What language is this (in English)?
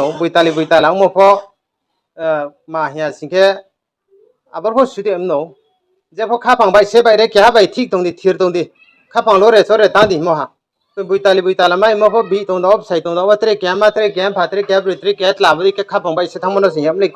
Riang (India)